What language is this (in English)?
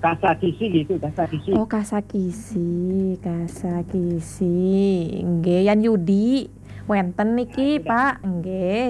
Balinese